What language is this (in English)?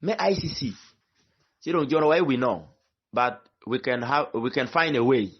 Acoli